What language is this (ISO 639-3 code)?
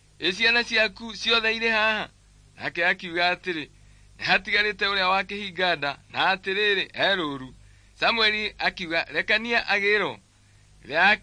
kik